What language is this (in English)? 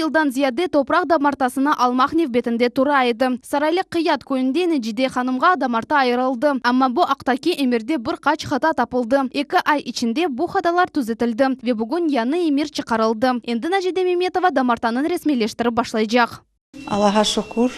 Crimean Tatar